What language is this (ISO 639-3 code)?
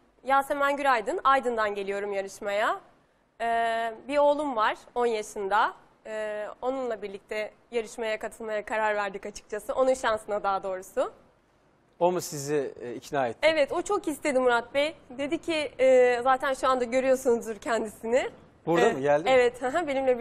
tur